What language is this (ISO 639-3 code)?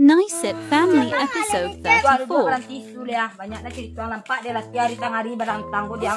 min